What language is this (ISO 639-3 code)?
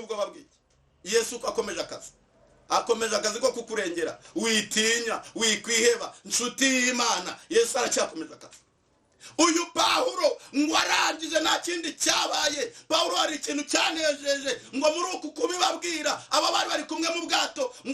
kin